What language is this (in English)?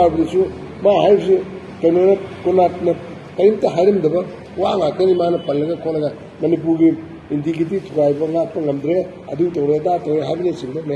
Manipuri